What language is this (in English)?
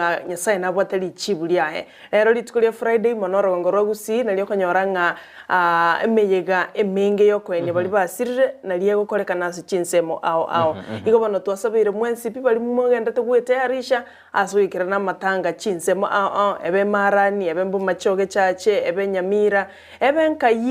Gusii